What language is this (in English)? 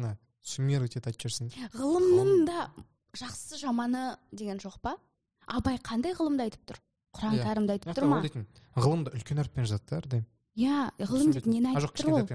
Kazakh